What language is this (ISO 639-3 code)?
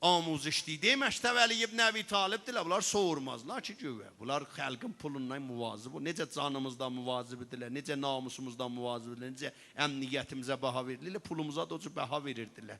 azb